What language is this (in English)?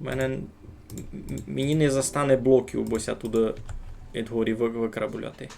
Rusyn